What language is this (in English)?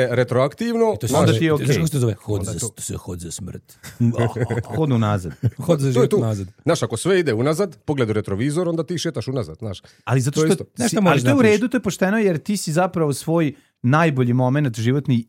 Serbian